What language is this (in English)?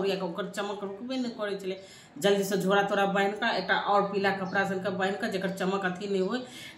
Maithili